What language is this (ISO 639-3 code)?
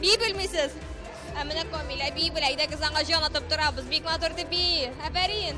tat